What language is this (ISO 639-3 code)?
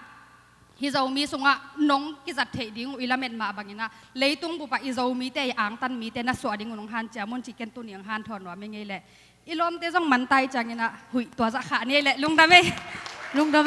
ctd